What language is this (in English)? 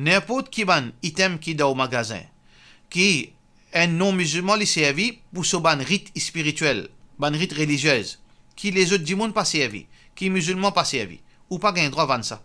Morisyen